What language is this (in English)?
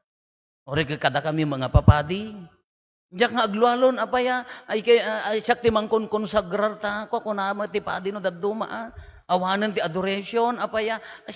Iloko